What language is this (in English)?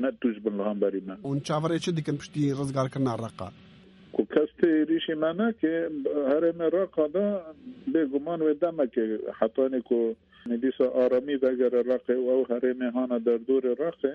Kurdish